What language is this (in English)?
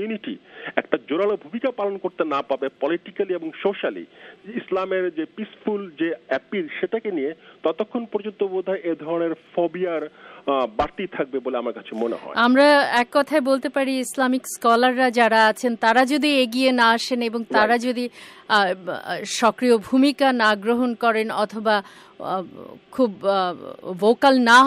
Bangla